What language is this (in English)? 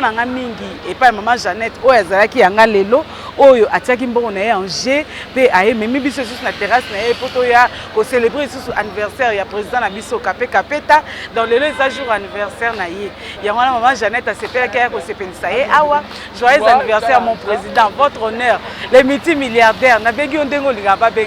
Lingala